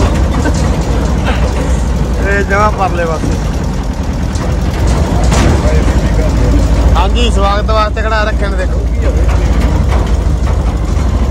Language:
Punjabi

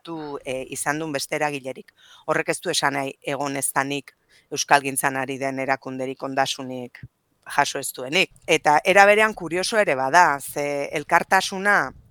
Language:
Basque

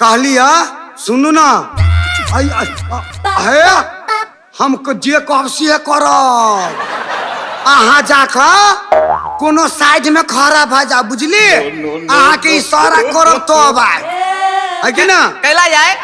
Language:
Maithili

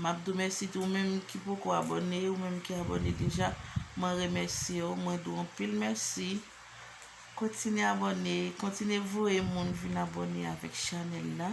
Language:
Haitian Creole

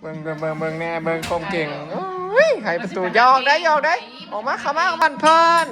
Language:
Northeastern Thai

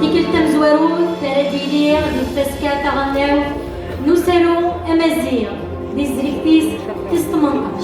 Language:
Kabyle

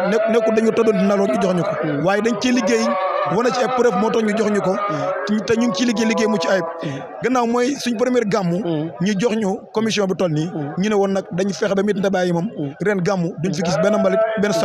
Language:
Wolof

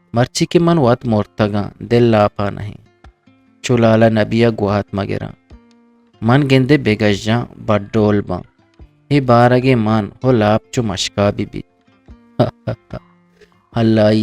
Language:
Eastern Balochi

